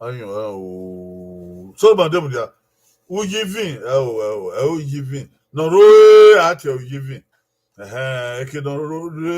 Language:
Bini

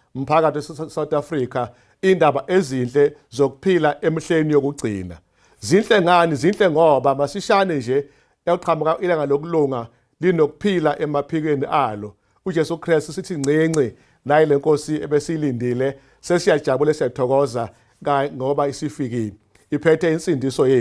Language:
Zulu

